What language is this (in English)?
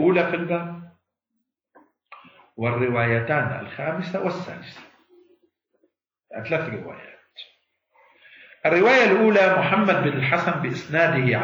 Arabic